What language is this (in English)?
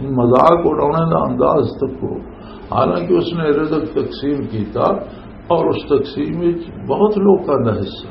Western Panjabi